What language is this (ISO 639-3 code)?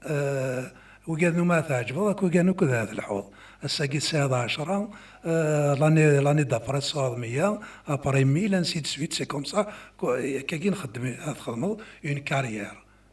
kab